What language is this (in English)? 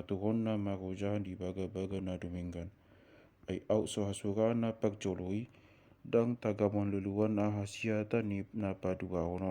Batak Toba